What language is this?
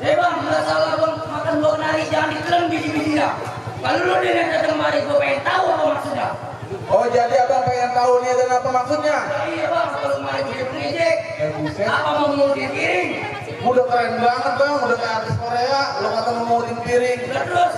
Betawi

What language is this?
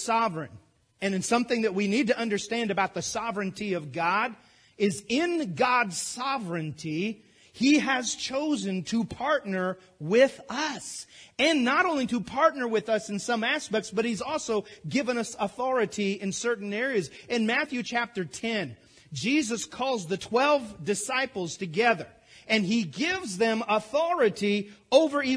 English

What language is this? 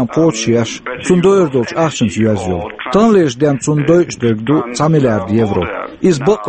Chechen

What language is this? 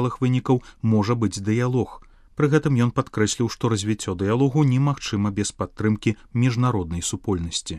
Belarusian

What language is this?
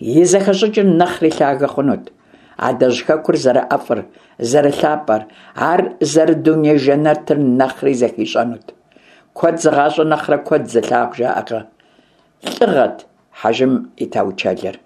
Kabardian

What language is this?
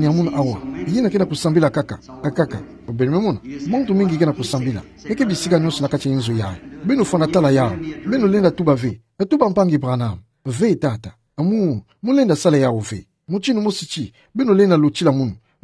Kituba (Democratic Republic of Congo)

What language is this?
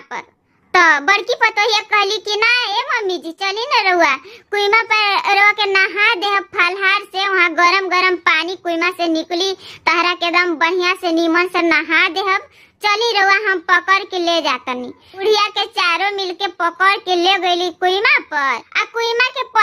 Bhojpuri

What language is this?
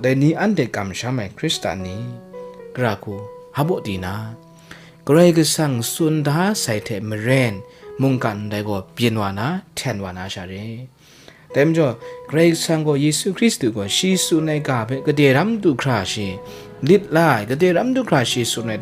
Kachin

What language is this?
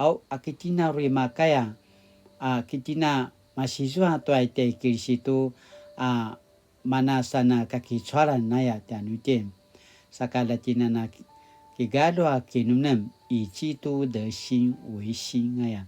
Paiwan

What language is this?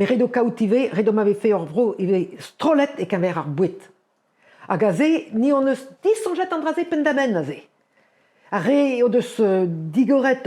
Breton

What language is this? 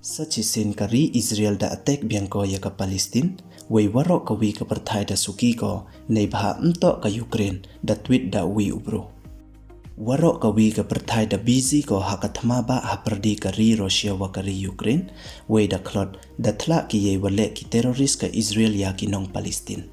Pnar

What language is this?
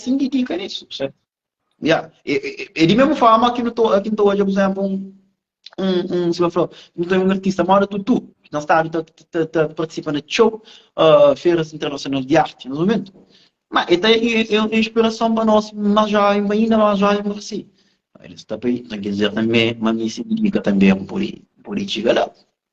Kabuverdianu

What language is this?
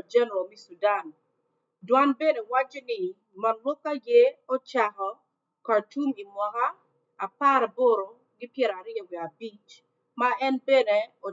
Acoli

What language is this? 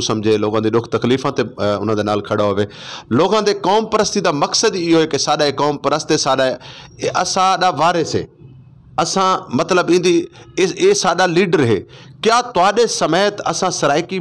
Saraiki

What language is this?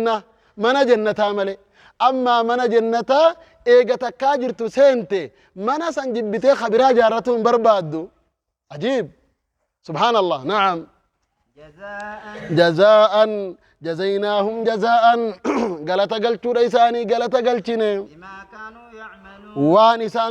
Oromo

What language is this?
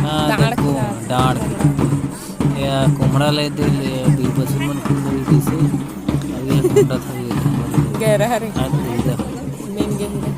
Chhattisgarhi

